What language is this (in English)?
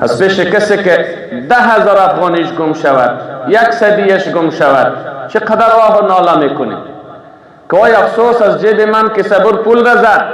Persian